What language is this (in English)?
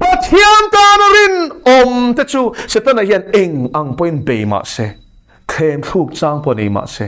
Mizo